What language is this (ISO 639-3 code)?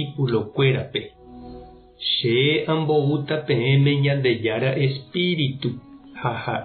grn